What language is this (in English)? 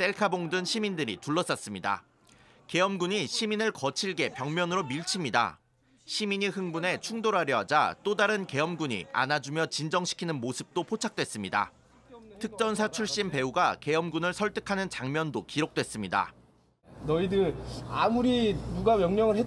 Korean